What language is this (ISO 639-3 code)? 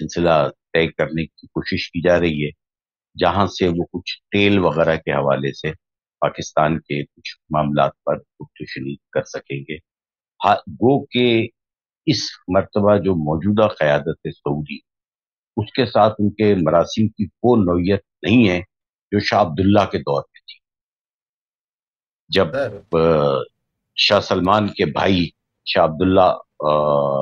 urd